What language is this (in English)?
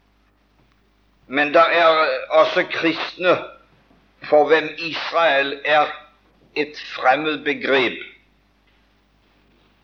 Norwegian